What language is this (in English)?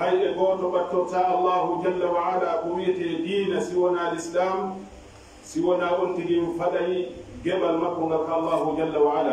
Pular